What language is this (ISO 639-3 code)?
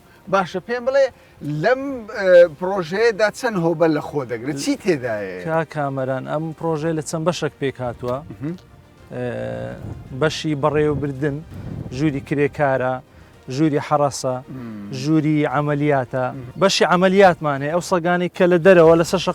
ckb